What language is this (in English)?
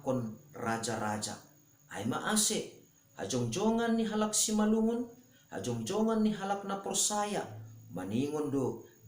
Batak Simalungun